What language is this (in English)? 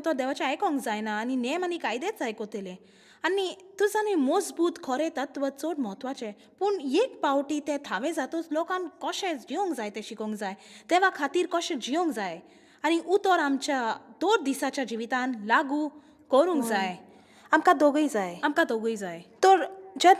Konkani